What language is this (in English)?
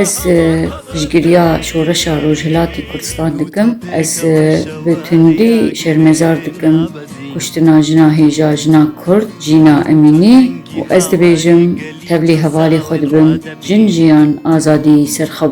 Kurdish